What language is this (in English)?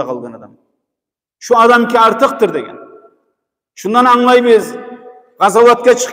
Kumyk